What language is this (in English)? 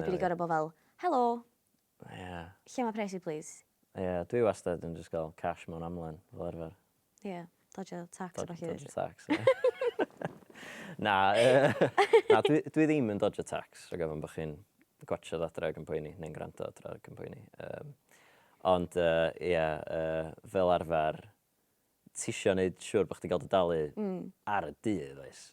Welsh